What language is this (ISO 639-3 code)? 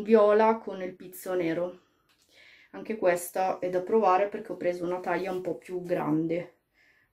ita